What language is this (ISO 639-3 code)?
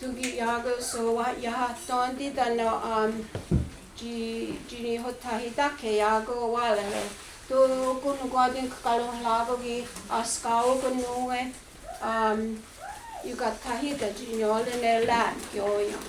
moh